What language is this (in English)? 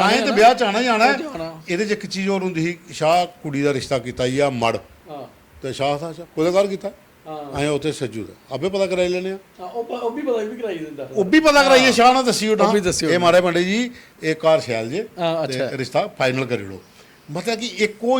Dogri